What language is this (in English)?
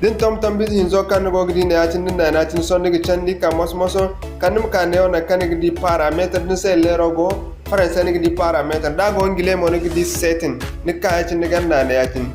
Zarma